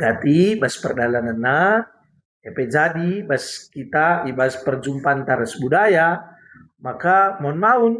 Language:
Batak Karo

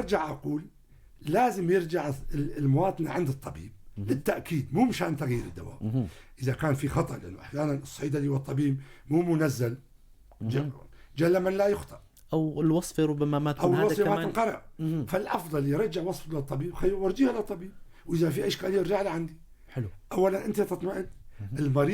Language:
North Levantine Arabic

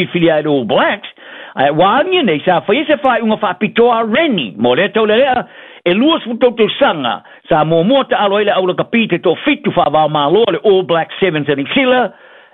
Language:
Samoan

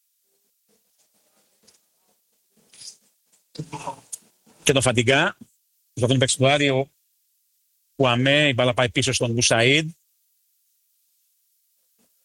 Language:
Greek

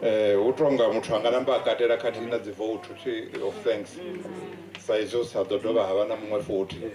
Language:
Venda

